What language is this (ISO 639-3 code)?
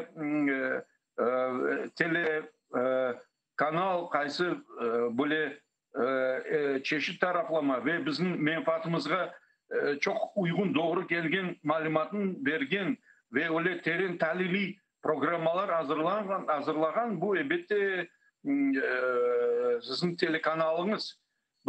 crh